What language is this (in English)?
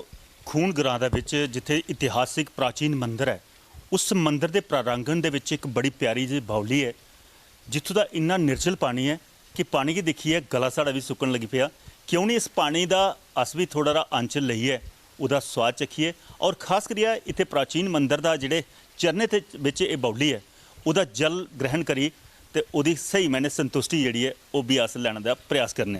Dogri